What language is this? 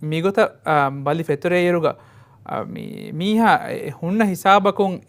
Divehi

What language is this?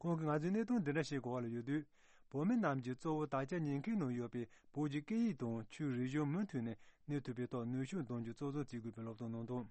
Tibetan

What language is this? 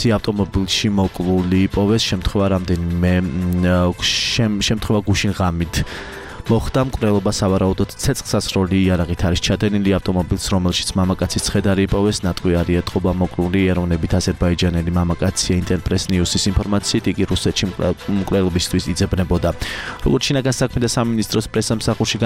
Georgian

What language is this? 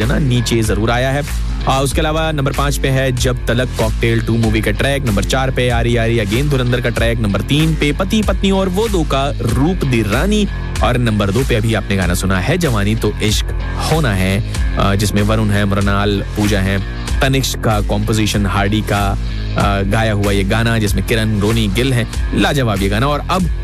Hindi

